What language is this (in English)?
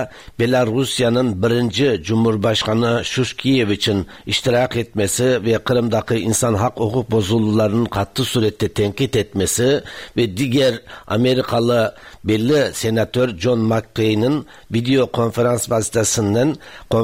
Tatar